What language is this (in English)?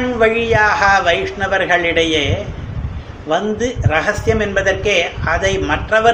Tamil